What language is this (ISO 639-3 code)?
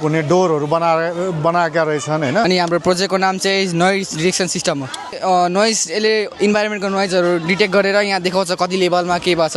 nep